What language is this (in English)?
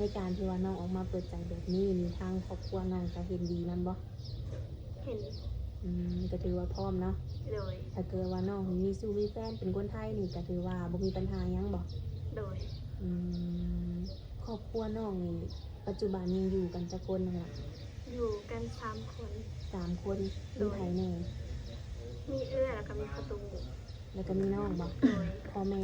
Lao